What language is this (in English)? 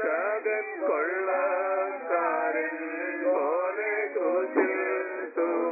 Malayalam